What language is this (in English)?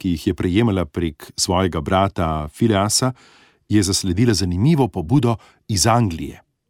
Slovenian